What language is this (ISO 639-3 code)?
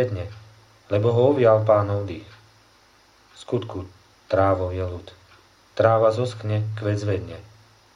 slk